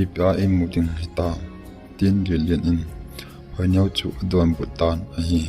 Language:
Thado Chin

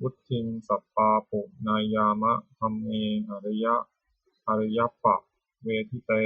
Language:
Pali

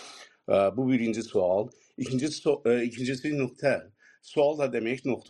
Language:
South Azerbaijani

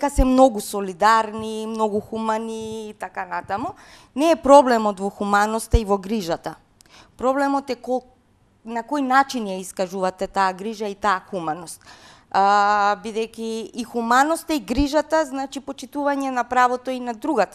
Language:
Macedonian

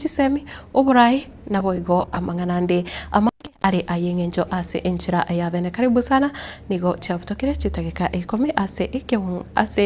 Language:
Gusii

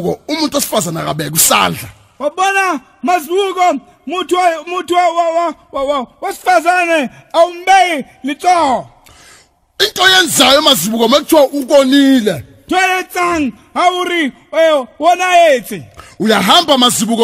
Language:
Zulu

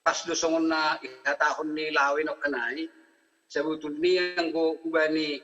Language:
Batak Simalungun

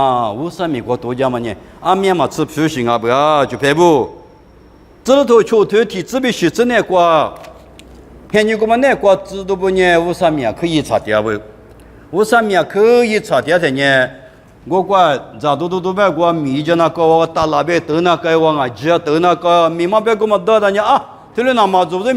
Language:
Lisu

